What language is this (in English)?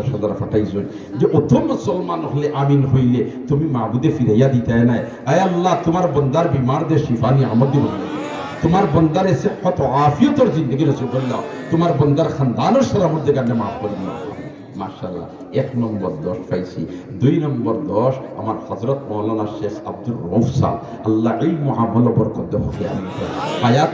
Sylheti